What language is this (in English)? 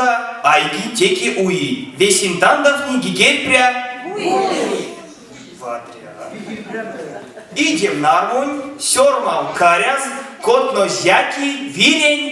Erzya